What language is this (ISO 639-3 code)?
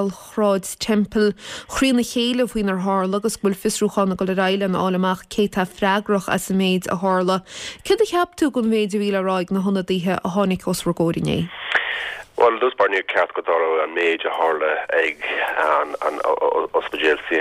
gle